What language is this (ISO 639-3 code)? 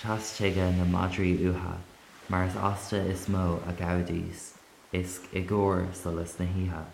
gle